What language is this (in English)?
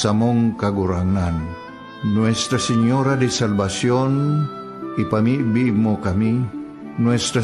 Bikol